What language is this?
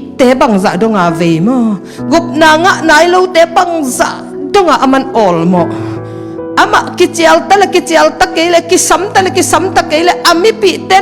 Tedim Chin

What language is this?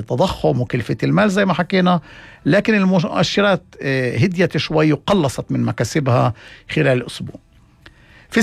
North Levantine Arabic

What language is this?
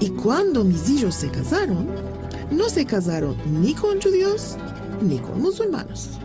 Ladino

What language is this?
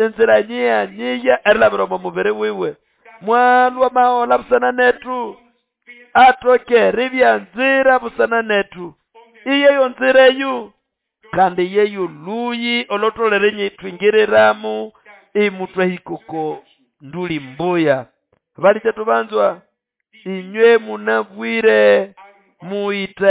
Nande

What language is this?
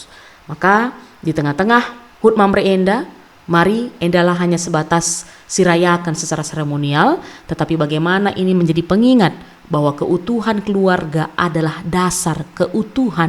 Batak Karo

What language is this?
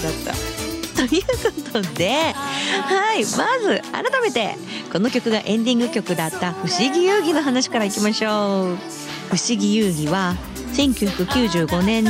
Japanese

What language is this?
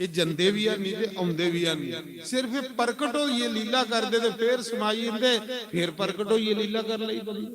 Dogri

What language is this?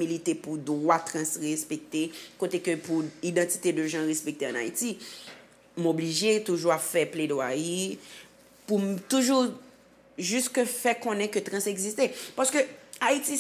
Haitian Creole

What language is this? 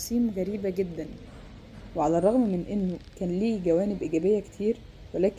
Egyptian Arabic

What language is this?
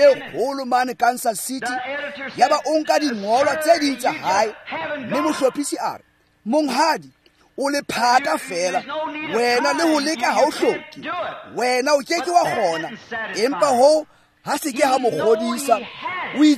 Tswana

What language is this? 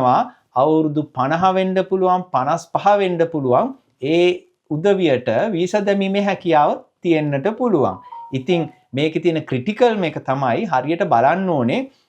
Sinhala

